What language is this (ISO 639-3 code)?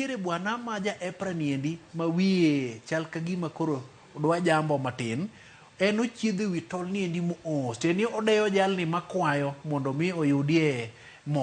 luo